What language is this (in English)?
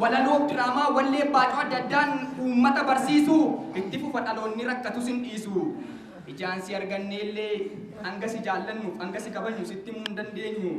Oromo